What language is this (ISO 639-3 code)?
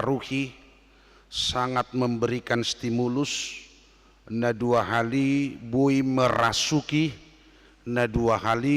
bbc